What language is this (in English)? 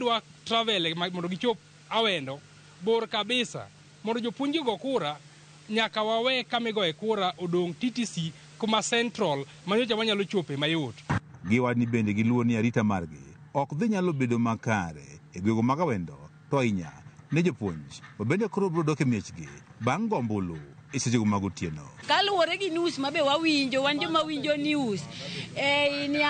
Luo (Kenya and Tanzania)